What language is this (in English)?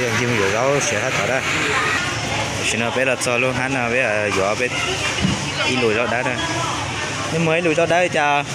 Hmong